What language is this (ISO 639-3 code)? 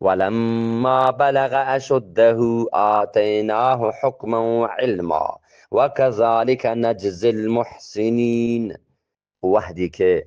bgp